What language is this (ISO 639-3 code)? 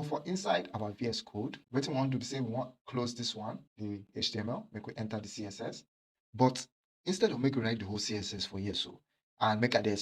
pcm